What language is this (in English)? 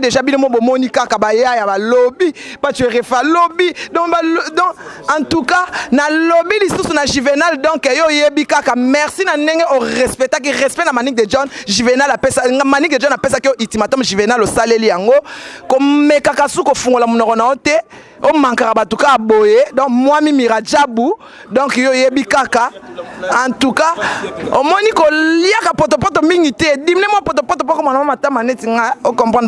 Lingala